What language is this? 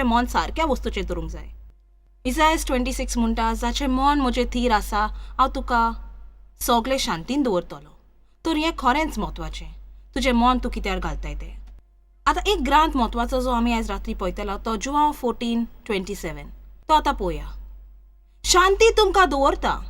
Konkani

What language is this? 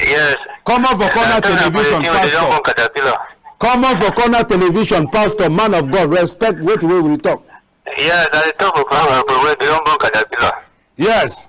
Cameroon Pidgin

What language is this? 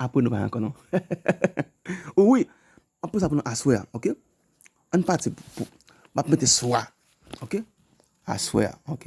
Haitian Creole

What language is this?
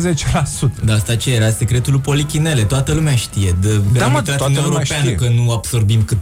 Romanian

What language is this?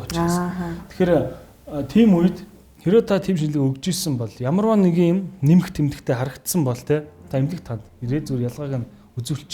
Mongolian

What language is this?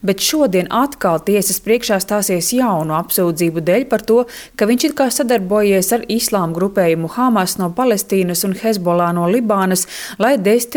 Latvian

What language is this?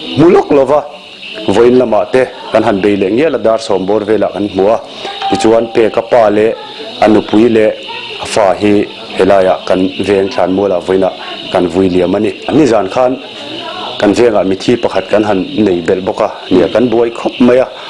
Mizo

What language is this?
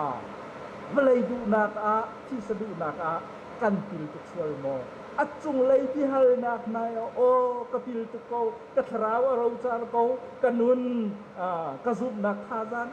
Hakha Chin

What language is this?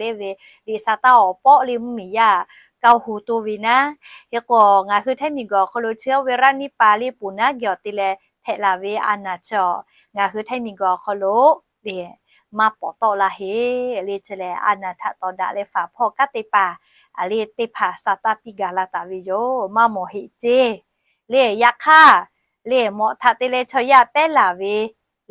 Lahu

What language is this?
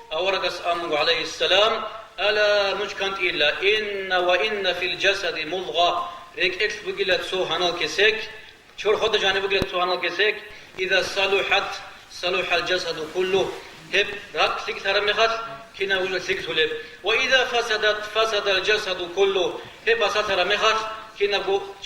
Avaric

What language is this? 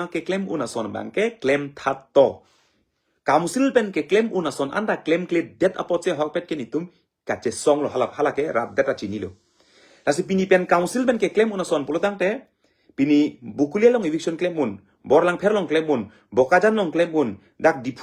Karbi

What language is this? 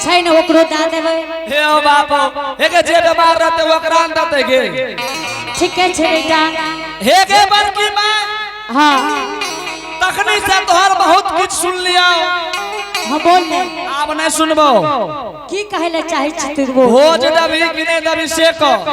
Angika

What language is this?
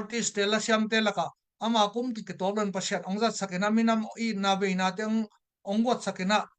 Tedim Chin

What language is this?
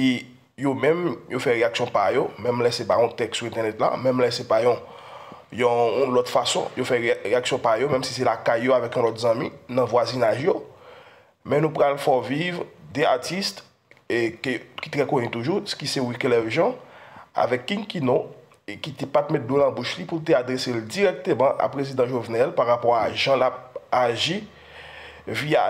Haitian Creole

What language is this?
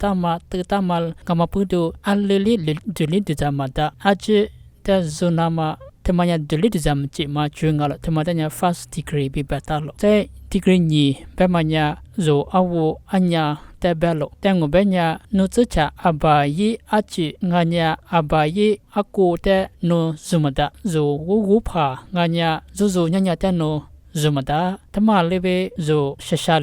Lisu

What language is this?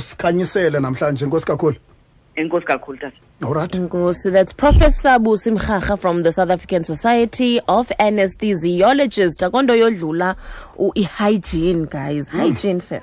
Xhosa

